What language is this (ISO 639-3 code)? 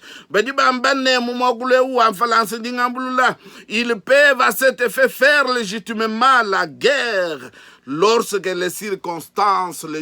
lua